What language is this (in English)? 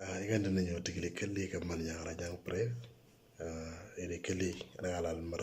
Moro